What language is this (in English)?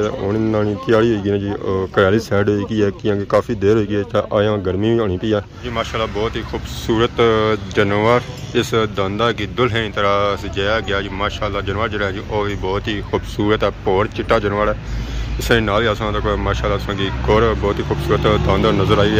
Pahari-Potwari